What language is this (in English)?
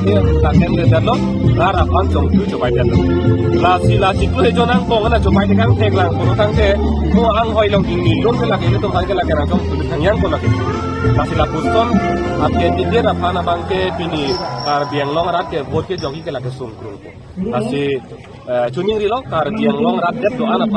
Karbi